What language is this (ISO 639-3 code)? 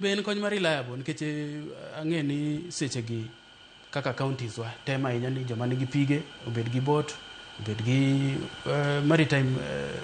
luo